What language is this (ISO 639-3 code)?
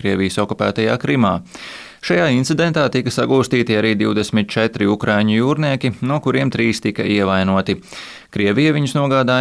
lav